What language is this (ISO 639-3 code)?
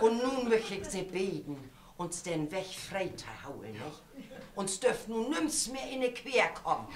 nds